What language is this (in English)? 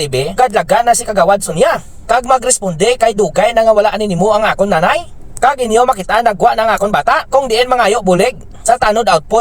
Hiligaynon